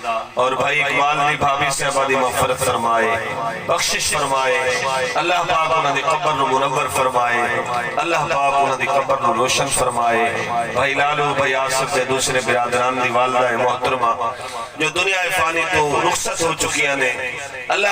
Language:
Saraiki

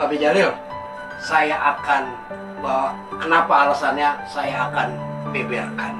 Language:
Betawi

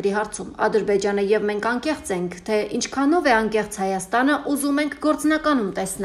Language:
Armenian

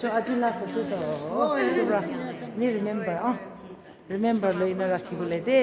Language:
Naga Pidgin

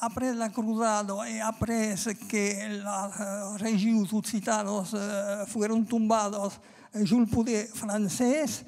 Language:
Occitan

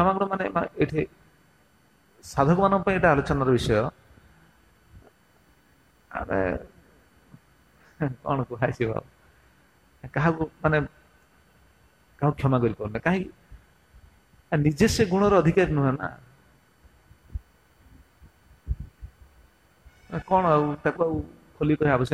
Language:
Odia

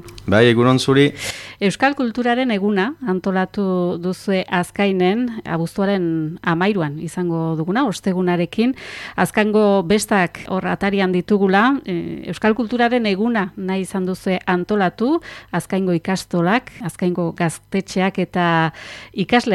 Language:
Basque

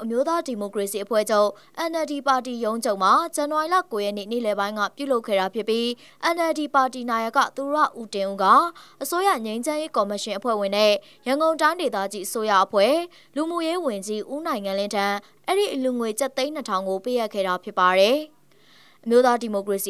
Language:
Burmese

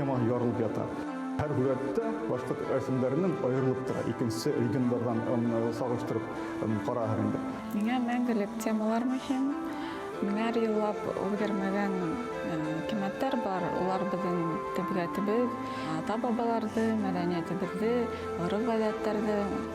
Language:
Bashkir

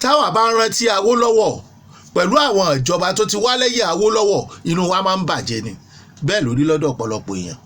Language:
Yoruba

